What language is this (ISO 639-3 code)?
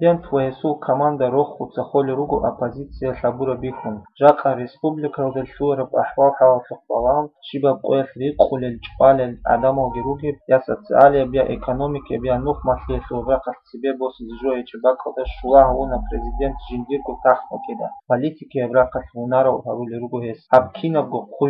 ava